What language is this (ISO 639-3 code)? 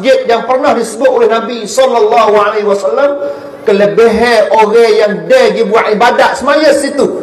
msa